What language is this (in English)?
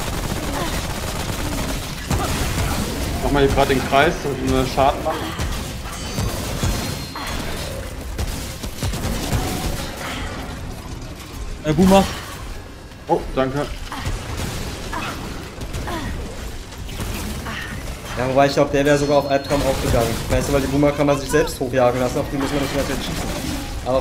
German